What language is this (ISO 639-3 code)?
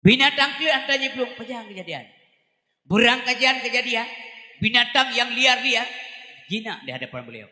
ace